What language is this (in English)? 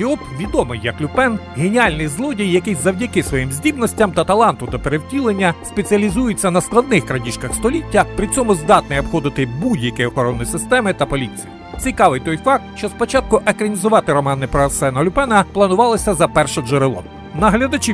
Ukrainian